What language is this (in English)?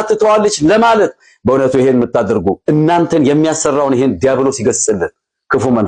Amharic